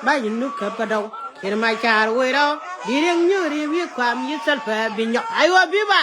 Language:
Nuer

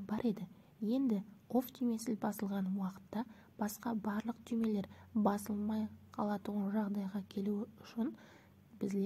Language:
Kara-Kalpak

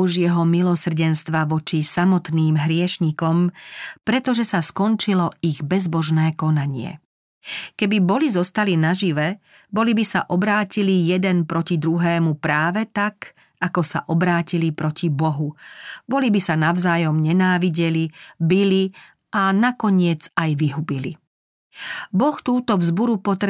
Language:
Slovak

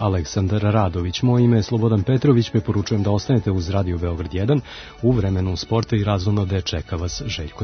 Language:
Serbian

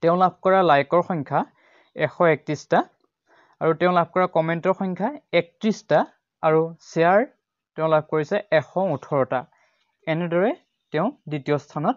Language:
Assamese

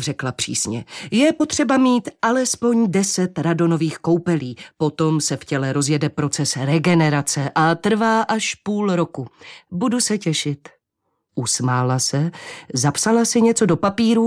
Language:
Czech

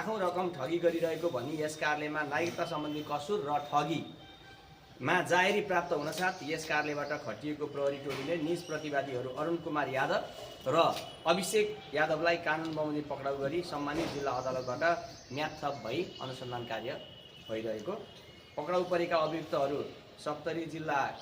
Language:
Nepali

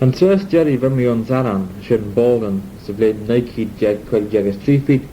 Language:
Manx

